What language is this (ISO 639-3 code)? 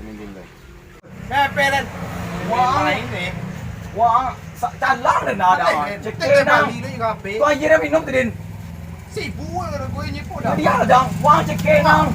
min